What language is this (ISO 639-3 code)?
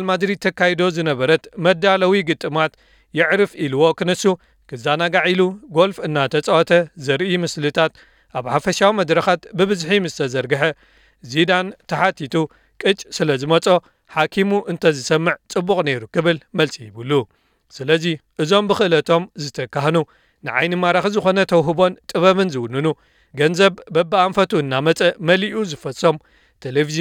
tir